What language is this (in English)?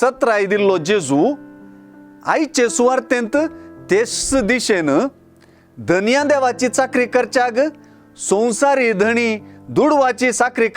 Konkani